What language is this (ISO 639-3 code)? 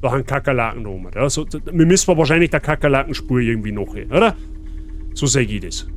bar